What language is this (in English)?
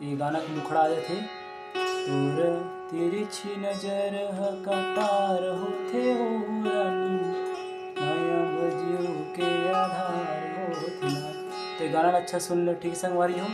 Chhattisgarhi